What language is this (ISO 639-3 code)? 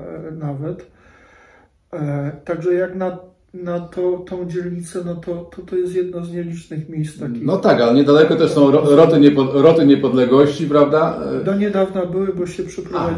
pol